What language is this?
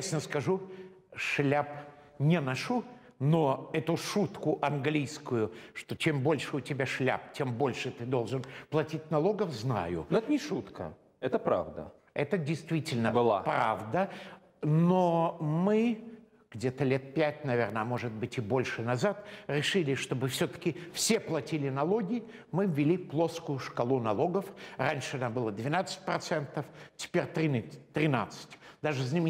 Russian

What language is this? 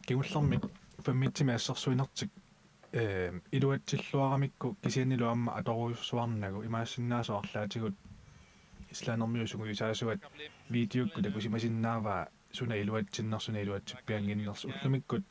Kalaallisut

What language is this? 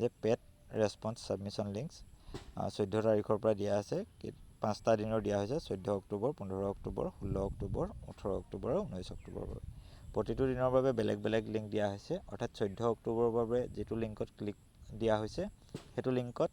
Assamese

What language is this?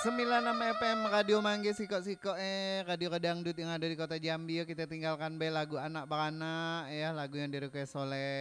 Minangkabau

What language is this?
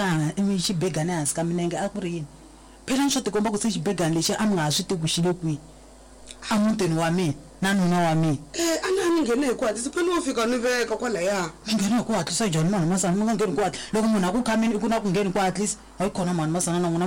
Tsonga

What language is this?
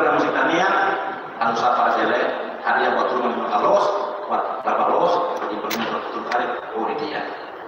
Tetum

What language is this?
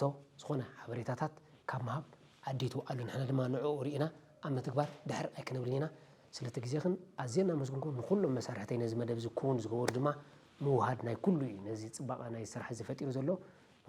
Tigrinya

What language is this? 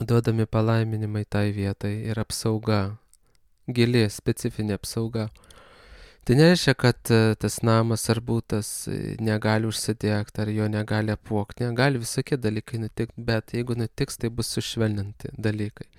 Lithuanian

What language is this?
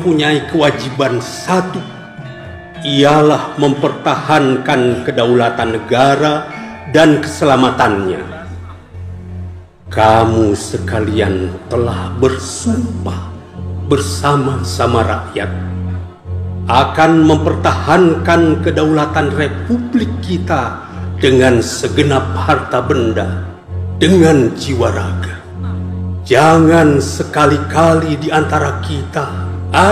Indonesian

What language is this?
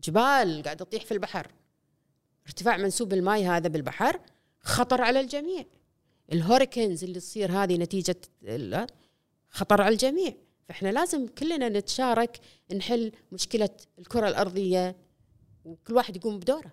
Gulf Arabic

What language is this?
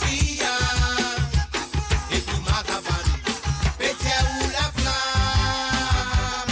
Morisyen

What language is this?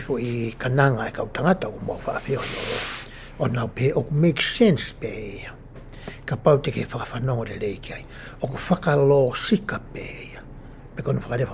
Tongan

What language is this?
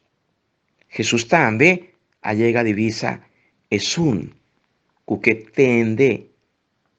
Papiamento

